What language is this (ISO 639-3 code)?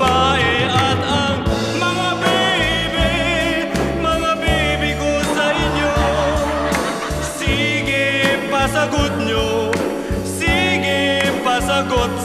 fil